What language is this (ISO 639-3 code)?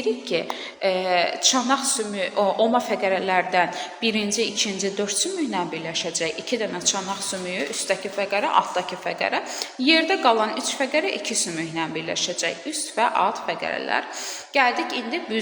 aze